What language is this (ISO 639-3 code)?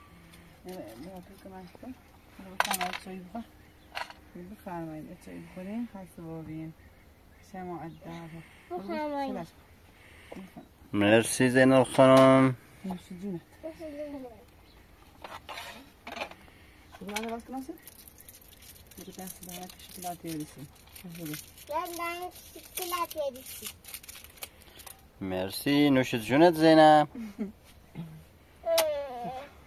fas